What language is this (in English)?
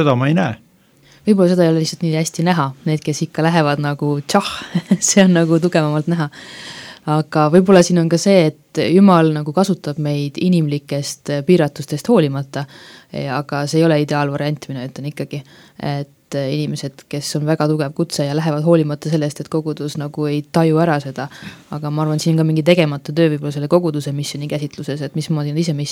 Estonian